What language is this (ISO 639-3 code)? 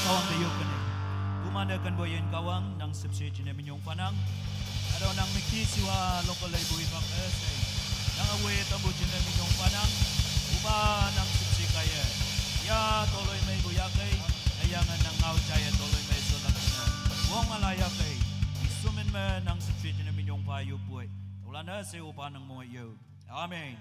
nag